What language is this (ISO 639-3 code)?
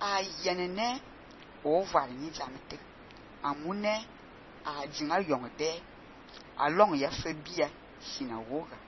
fan